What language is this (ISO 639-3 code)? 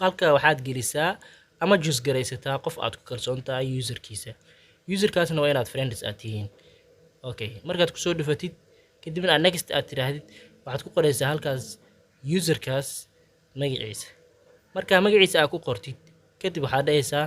som